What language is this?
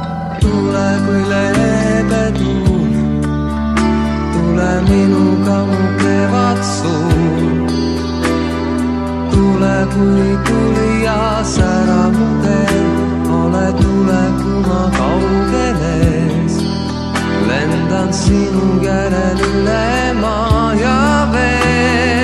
Estonian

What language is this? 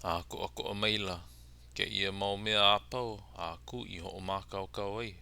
Hawaiian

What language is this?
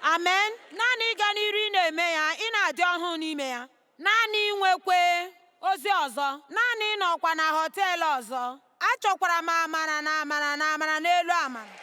Igbo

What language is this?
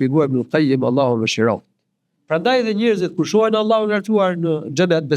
Albanian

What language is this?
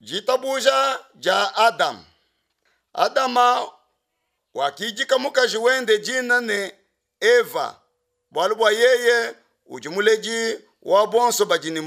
Luba-Lulua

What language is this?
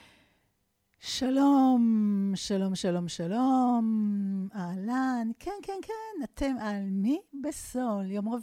Hebrew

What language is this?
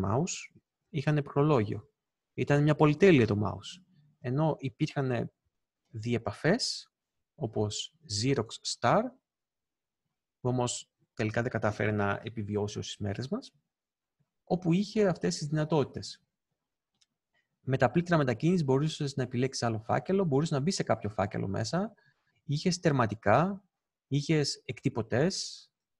Greek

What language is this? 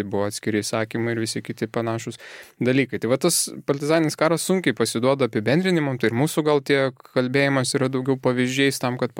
Lithuanian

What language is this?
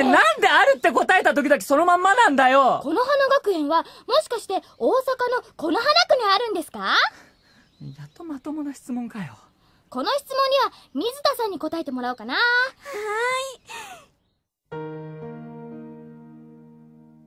Japanese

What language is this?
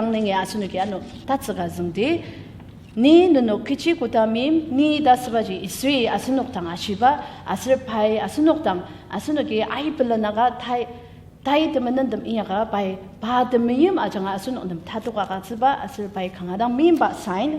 Ao Naga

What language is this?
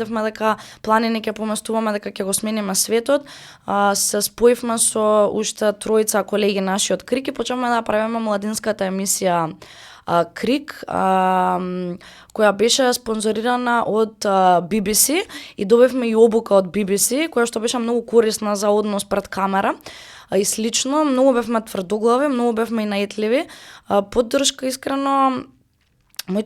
Macedonian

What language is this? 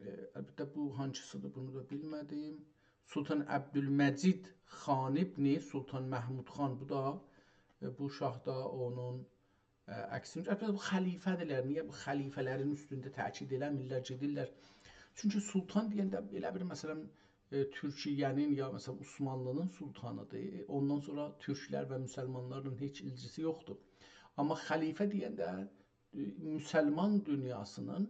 South Azerbaijani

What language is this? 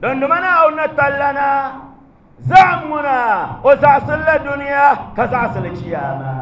Dagbani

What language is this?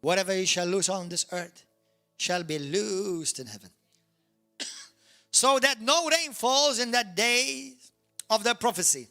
English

